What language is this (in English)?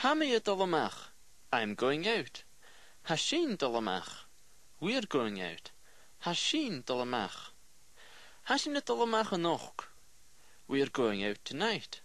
Scottish Gaelic